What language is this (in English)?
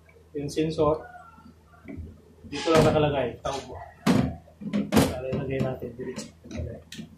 Filipino